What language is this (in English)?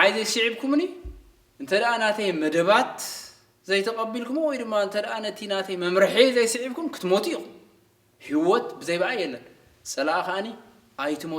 Tigrinya